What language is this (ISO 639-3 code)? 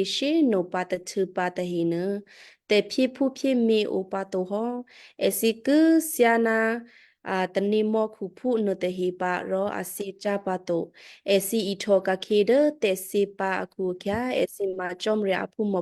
kyu